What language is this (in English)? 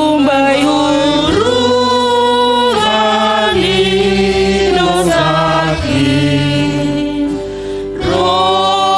Batak Simalungun